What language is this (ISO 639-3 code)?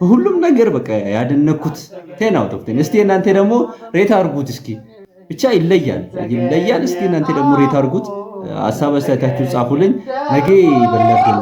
amh